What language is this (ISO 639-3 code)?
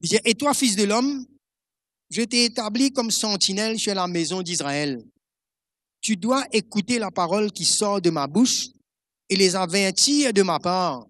mfe